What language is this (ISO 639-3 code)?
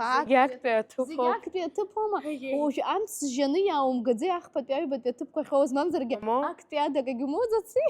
abk